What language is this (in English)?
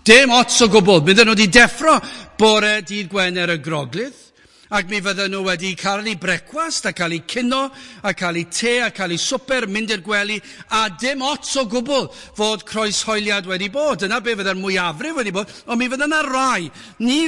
Welsh